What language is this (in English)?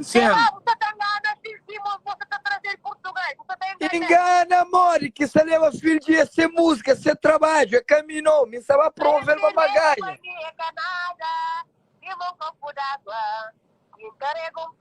Kabuverdianu